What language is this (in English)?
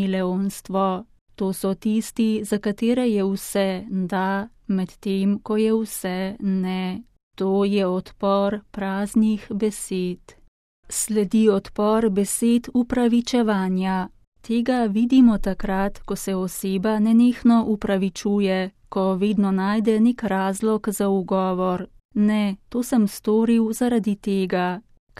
Slovenian